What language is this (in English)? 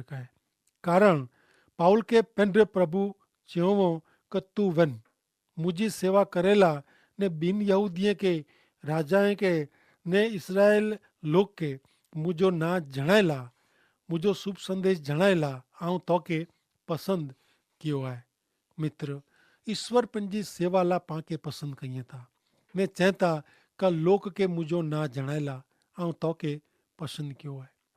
Kachhi